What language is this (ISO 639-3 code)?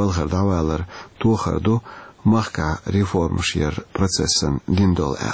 che